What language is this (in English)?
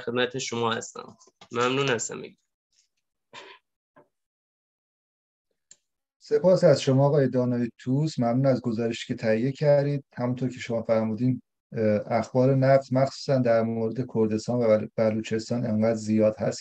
Persian